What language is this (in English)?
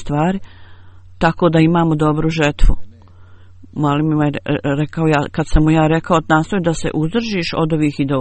Bosnian